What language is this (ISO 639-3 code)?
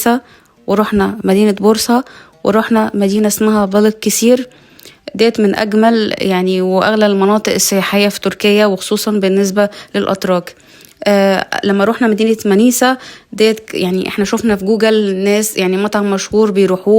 arz